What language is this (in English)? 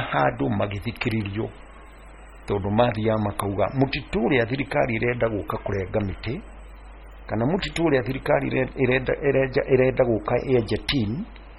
Kikuyu